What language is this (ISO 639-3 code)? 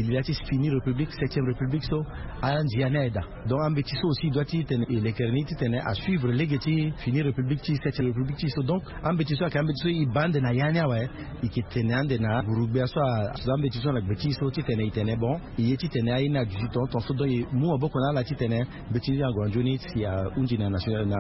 sag